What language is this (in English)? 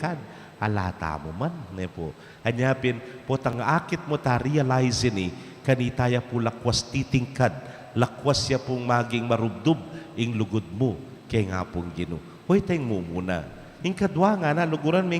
Pampanga